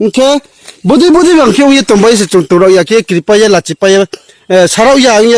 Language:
Riang (India)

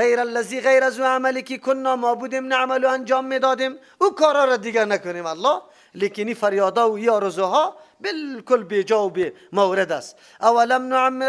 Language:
Persian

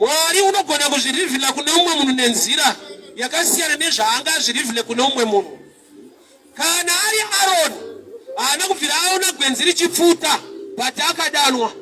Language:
Shona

